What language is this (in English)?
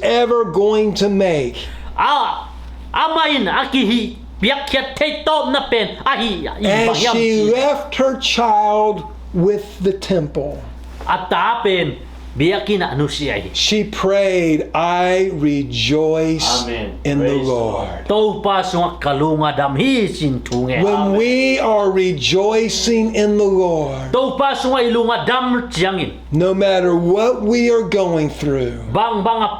Tedim Chin